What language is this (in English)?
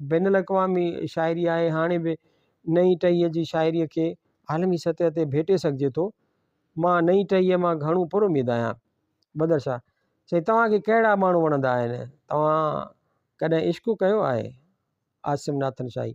Sindhi